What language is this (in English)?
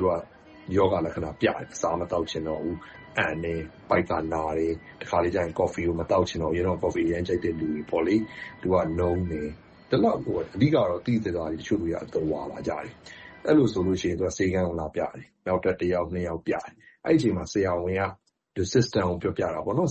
Burmese